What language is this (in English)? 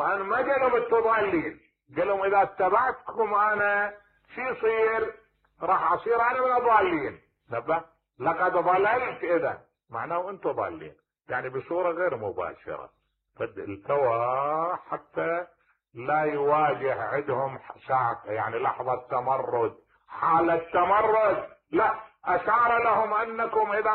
Mesopotamian Arabic